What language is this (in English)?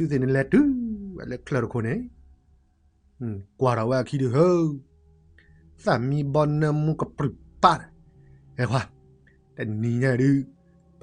S'gaw Karen